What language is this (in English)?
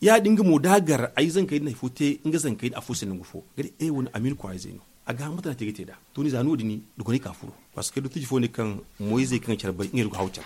Zarma